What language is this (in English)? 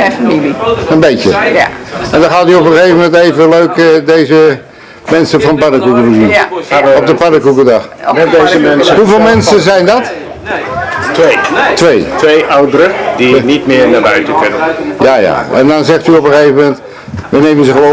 Dutch